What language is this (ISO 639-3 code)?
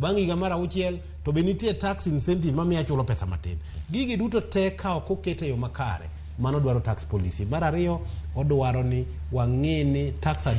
luo